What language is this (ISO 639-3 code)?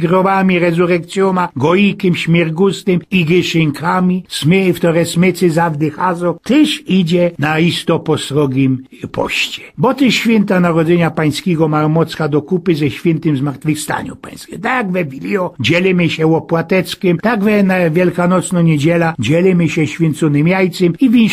szl